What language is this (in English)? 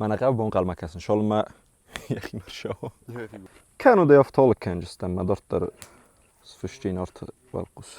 Ossetic